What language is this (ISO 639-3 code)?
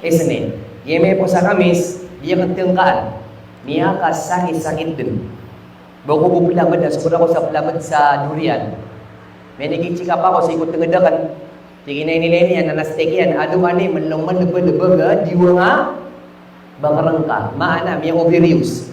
mrw